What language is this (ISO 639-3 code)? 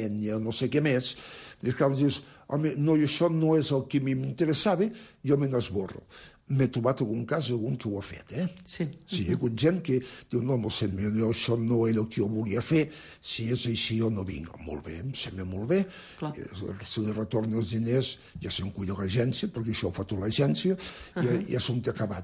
cat